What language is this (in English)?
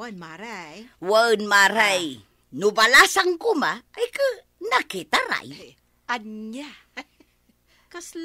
Iloko